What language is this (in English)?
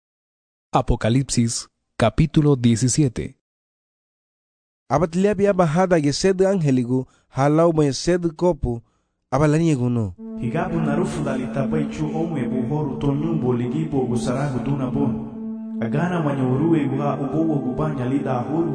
Garifuna